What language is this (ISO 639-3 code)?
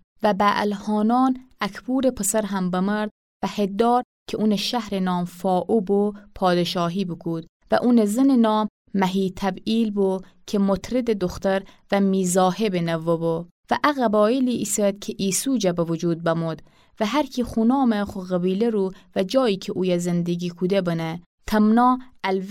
glk